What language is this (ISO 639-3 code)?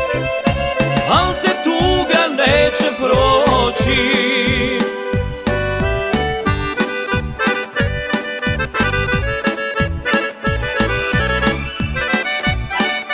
hrv